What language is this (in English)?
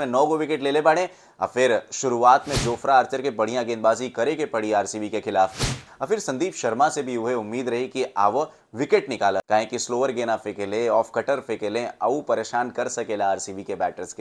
Bhojpuri